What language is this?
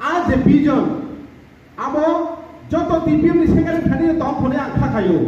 Riang (India)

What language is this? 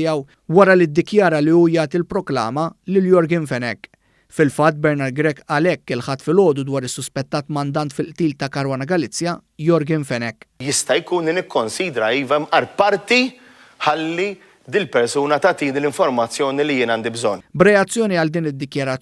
Maltese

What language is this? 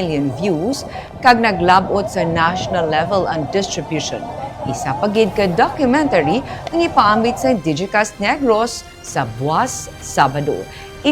Hiligaynon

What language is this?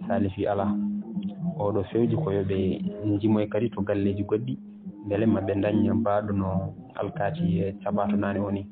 Fula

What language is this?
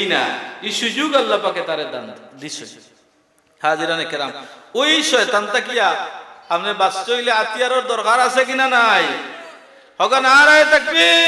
Sylheti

